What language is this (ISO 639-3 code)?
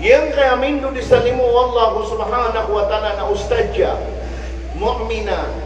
mrw